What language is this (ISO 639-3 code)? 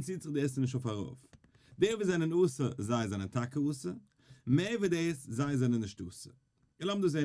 yid